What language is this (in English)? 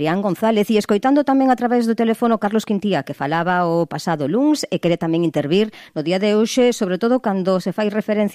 Galician